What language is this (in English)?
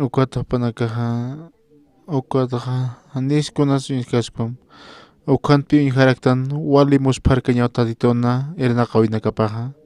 Aymara